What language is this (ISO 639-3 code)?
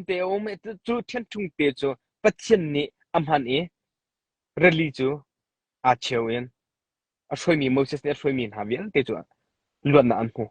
cnh